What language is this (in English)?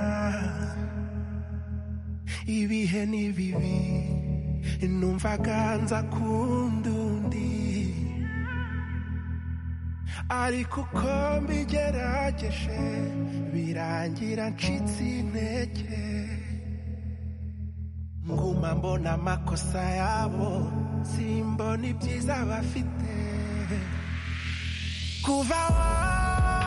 Kinyarwanda